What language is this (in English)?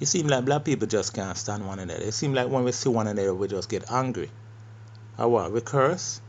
Jamaican Creole English